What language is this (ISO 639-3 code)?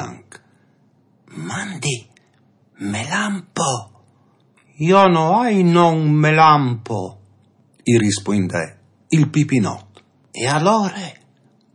fur